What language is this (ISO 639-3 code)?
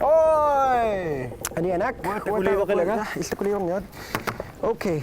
kal